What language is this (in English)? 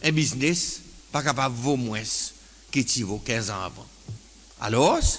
Seselwa Creole French